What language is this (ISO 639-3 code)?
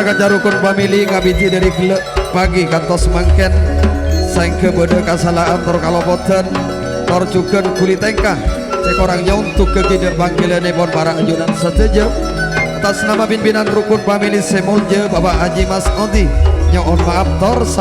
mad